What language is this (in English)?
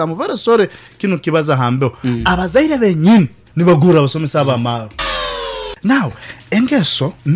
Nyoro